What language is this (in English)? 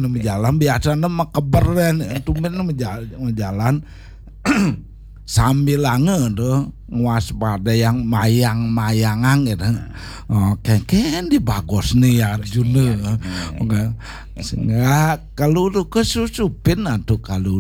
Balinese